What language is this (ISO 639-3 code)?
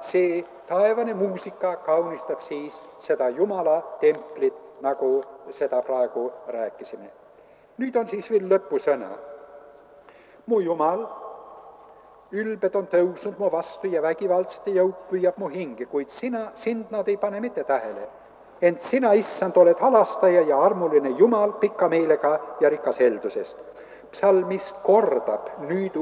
est